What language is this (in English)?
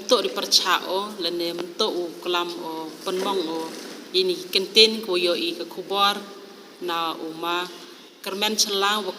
Khasi